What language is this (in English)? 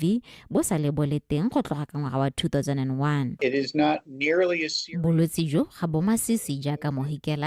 Tswana